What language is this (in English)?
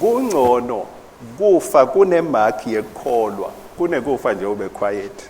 Swati